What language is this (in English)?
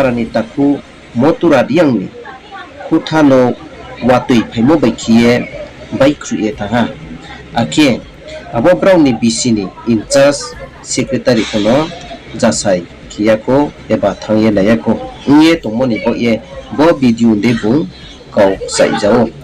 Riang (India)